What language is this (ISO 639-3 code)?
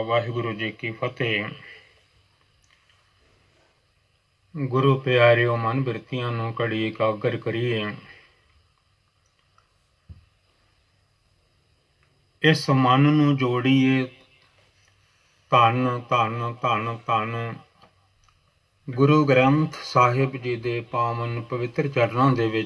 pan